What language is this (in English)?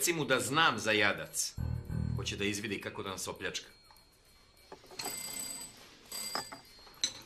Serbian